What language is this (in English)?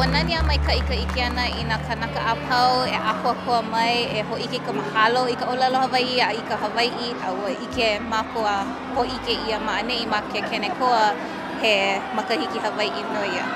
Hawaiian